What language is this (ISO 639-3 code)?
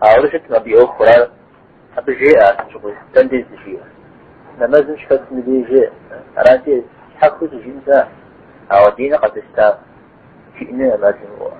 kbd